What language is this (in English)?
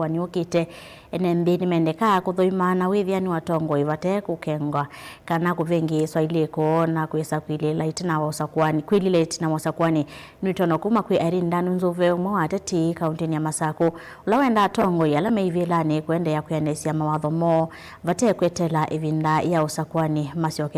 Kamba